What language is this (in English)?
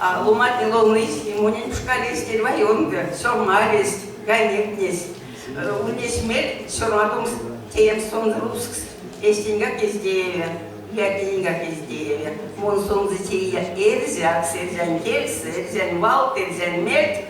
Erzya